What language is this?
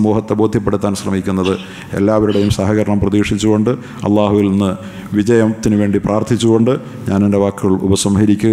Malayalam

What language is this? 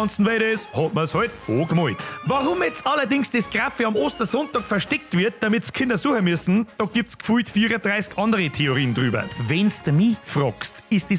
Bavarian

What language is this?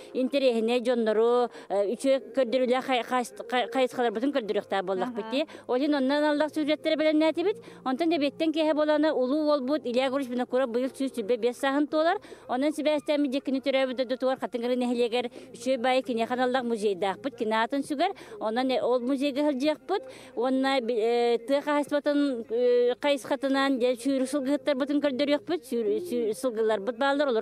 Yakut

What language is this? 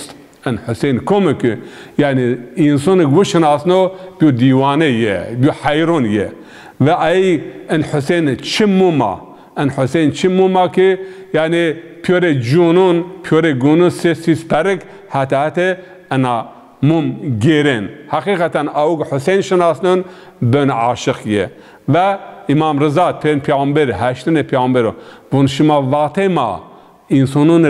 Zaza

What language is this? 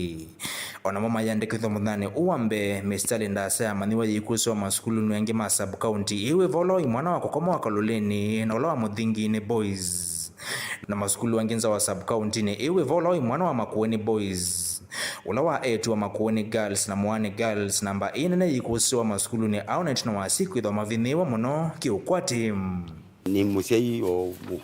Kamba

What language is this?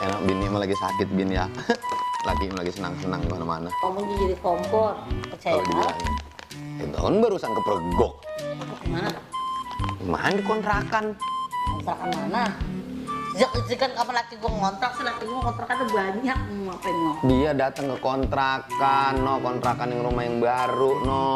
Betawi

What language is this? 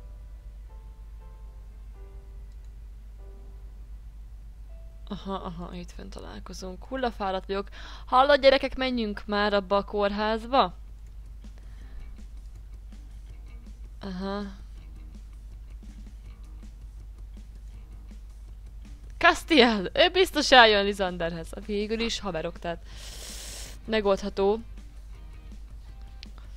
Hungarian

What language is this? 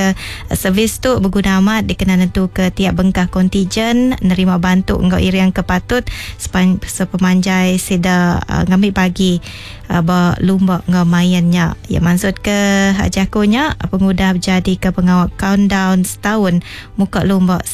Iban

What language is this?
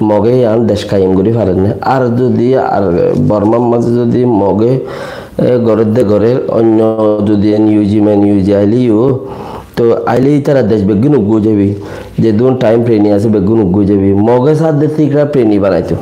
Rohingya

